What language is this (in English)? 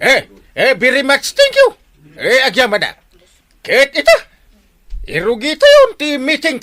Iloko